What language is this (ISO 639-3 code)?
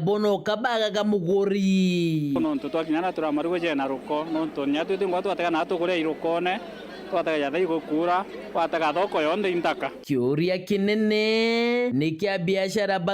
mer